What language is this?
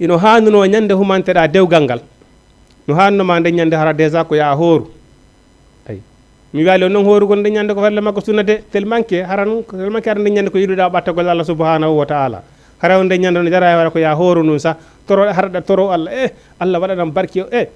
Fula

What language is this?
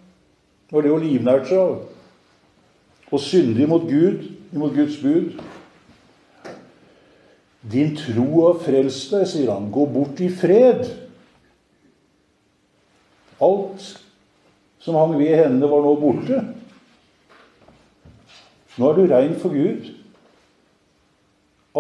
Norwegian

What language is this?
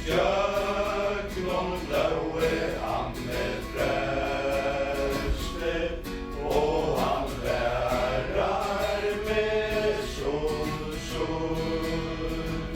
Faroese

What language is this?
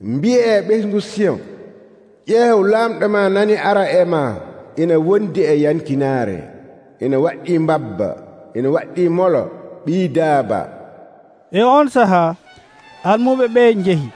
Nigerian Fulfulde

